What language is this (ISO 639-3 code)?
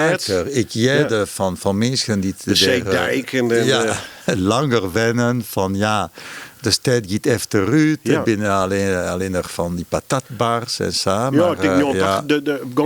fry